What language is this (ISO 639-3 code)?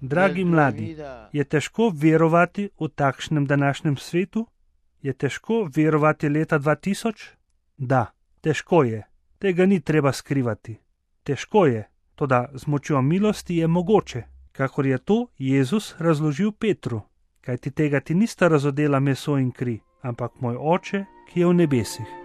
slv